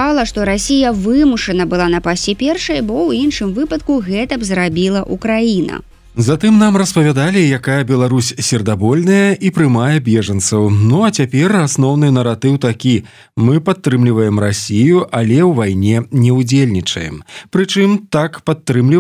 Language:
Belarusian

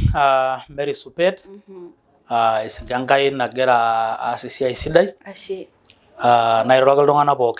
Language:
Masai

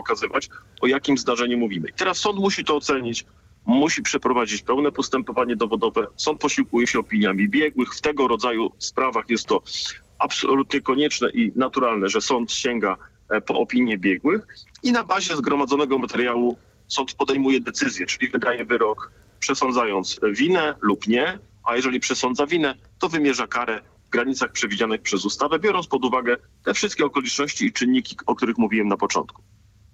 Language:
Polish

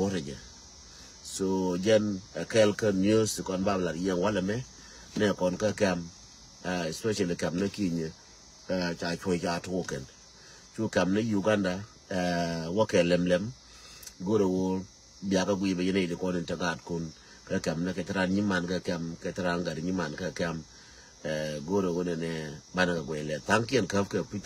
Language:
Nuer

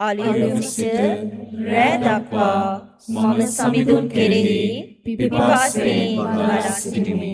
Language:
Sinhala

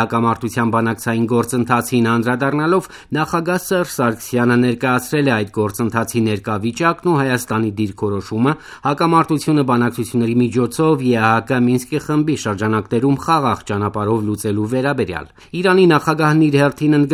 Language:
Armenian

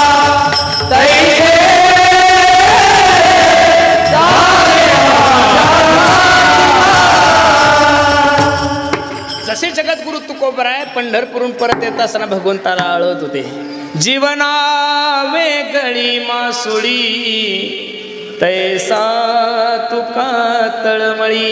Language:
Marathi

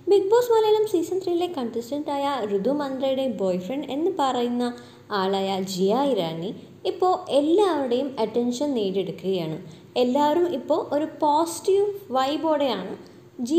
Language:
Malayalam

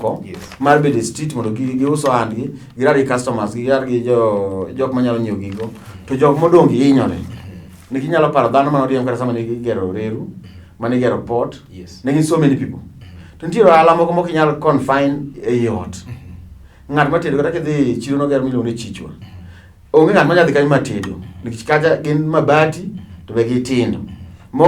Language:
Luo (Kenya and Tanzania)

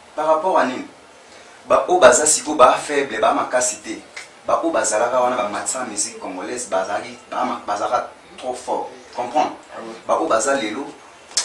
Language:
Lingala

